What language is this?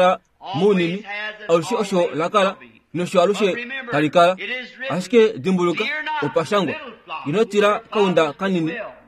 Kuanyama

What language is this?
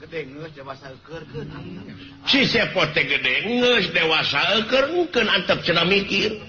Sundanese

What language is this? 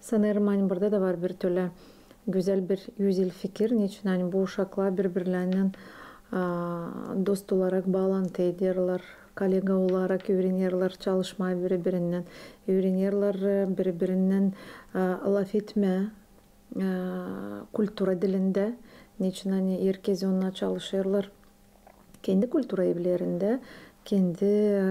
Gagauz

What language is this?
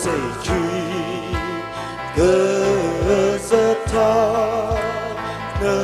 Tangkhul Naga (India)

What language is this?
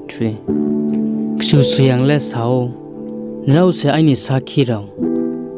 Riang (India)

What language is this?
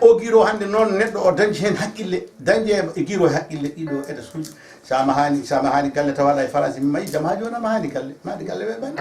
Fula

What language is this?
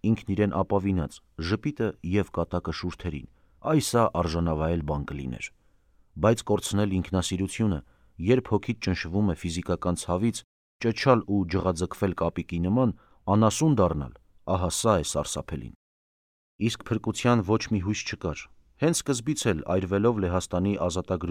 Armenian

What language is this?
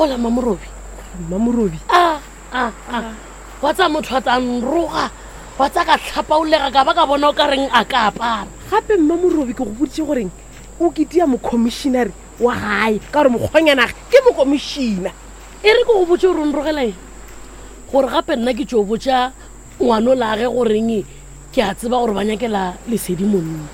Northern Sotho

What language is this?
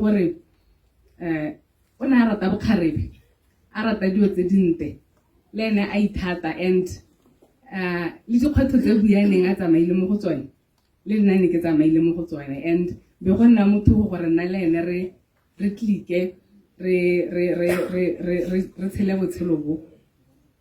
Tswana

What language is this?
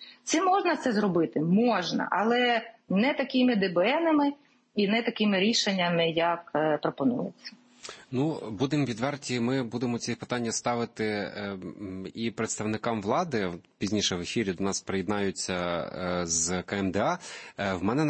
Ukrainian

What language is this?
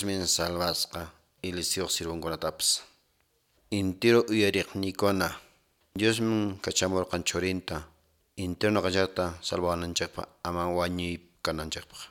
Quechua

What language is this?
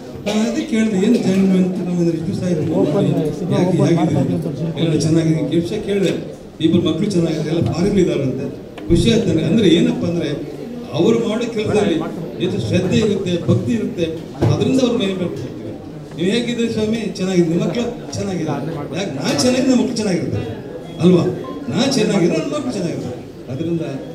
Kannada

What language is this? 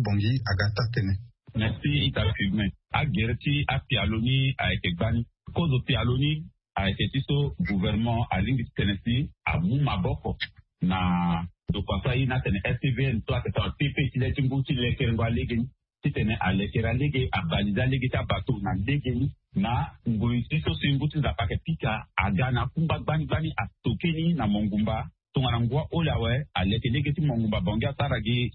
Sango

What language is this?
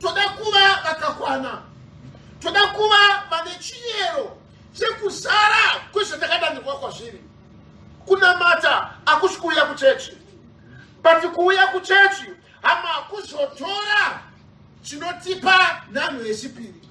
Shona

